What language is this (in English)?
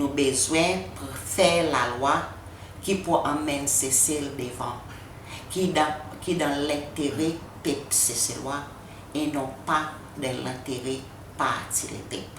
Seselwa Creole French